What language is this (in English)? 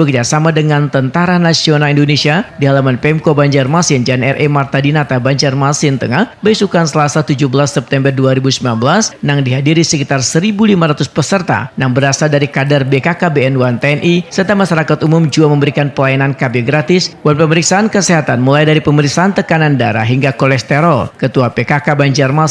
Banjar